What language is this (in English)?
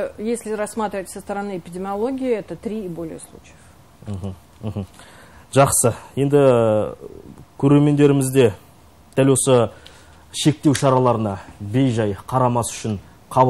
Kazakh